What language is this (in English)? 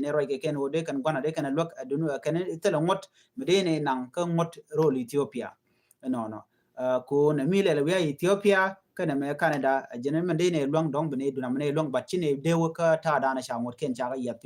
Nuer